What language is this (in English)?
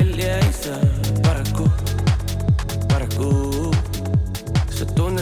Estonian